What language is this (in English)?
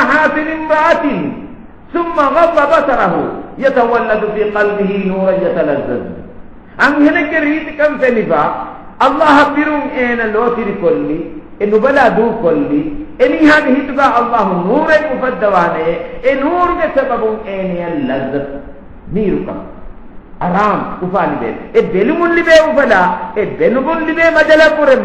Divehi